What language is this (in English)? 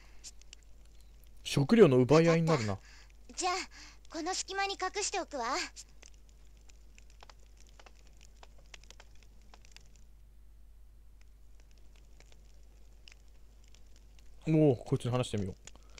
Japanese